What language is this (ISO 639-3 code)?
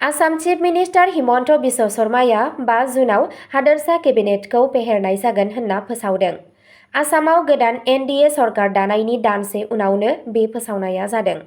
brx